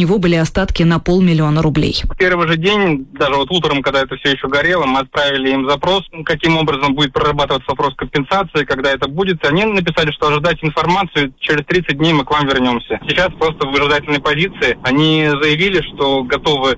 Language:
Russian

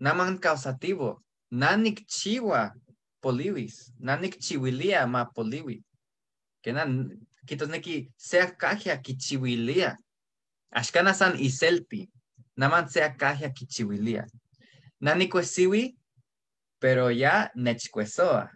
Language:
Eastern Huasteca Nahuatl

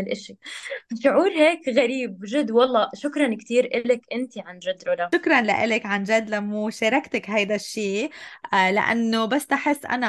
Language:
North Levantine Arabic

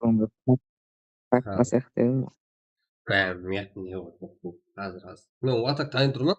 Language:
Kara-Kalpak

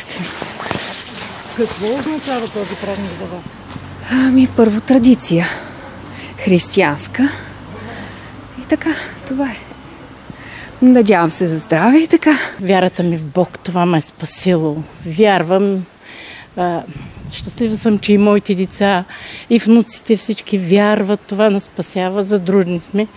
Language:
Bulgarian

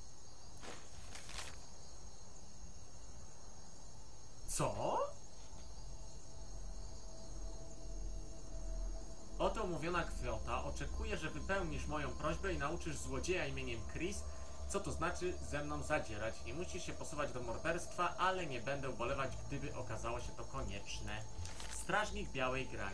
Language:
Polish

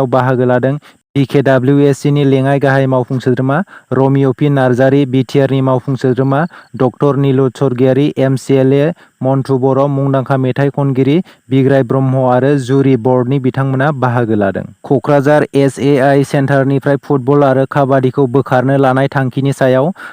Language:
Bodo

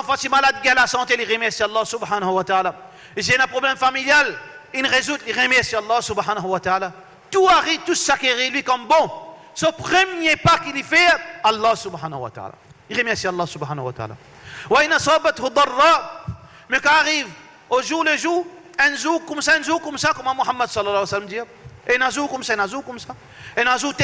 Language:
Morisyen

